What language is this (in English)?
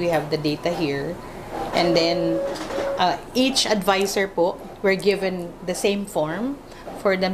Bikol